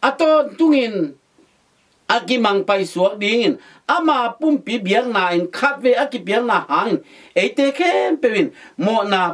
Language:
Tedim Chin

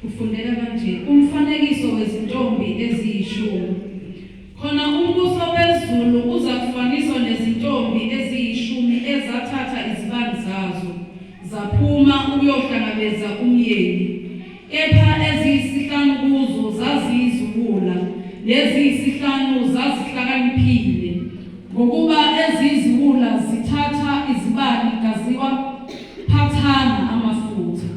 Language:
Zulu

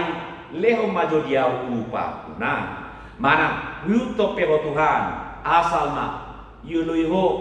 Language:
Batak Toba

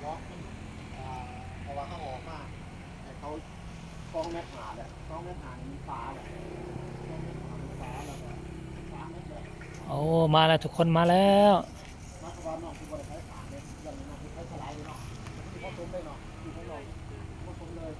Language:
Northeastern Thai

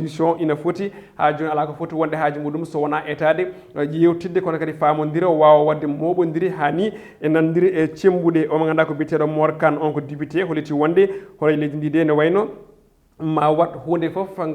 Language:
Fula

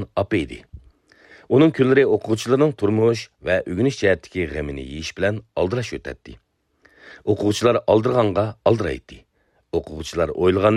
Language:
Uyghur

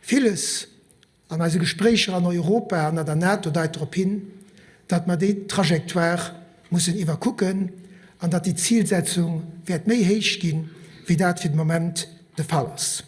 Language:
Luxembourgish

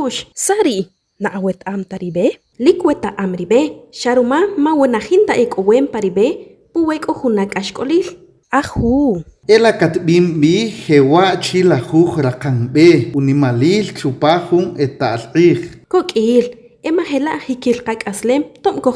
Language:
Achi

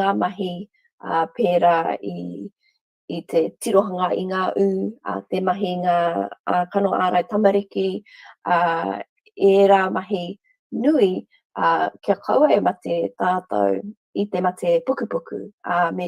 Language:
Māori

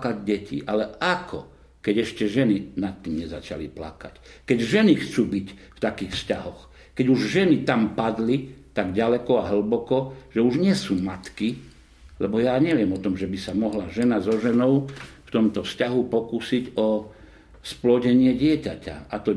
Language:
Slovak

